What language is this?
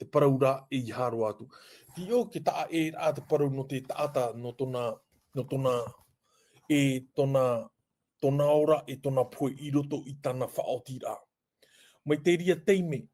Tahitian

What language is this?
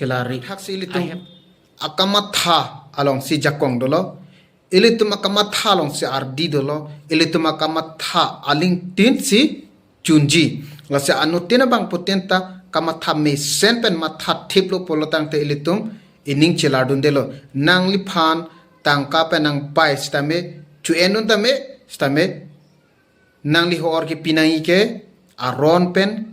Karbi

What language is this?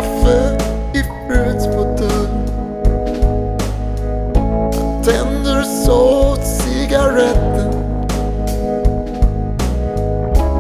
Swedish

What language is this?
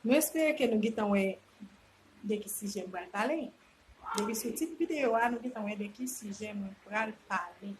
Haitian Creole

